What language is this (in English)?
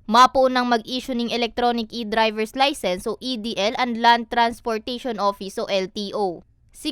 Bikol